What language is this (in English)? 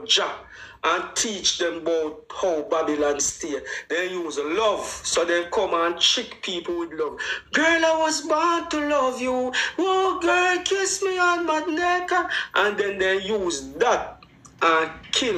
Jamaican Creole English